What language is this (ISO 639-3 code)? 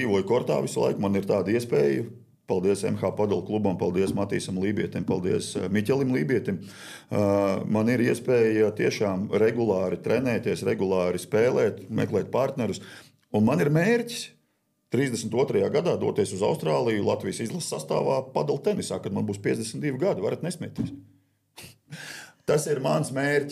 lav